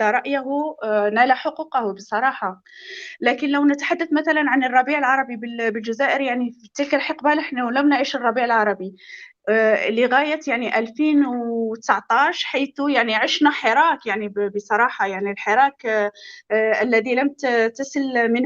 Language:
North Levantine Arabic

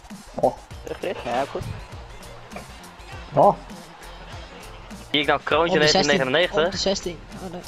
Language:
Dutch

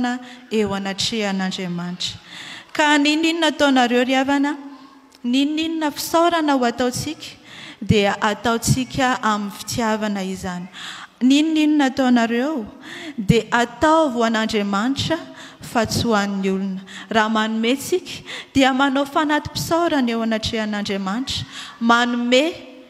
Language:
Malagasy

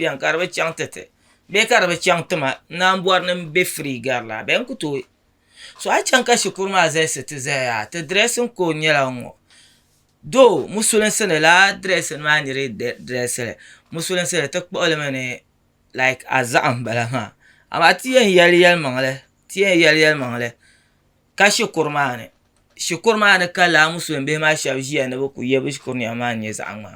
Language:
Dagbani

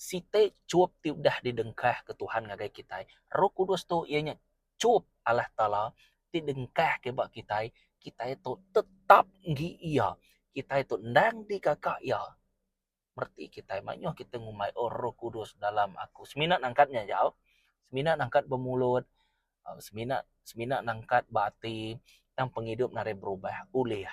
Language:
Iban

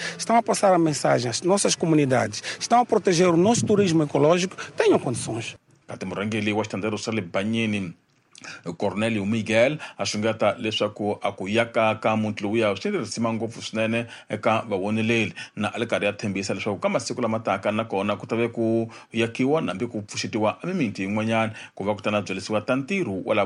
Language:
Tsonga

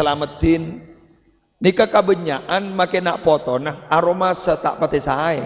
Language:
Madurese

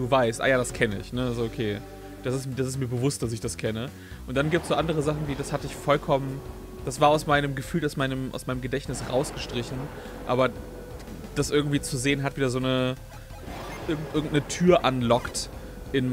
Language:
German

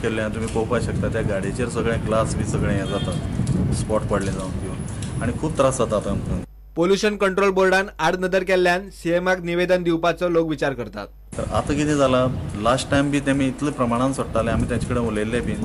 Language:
Konkani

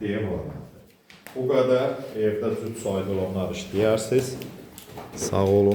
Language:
Azerbaijani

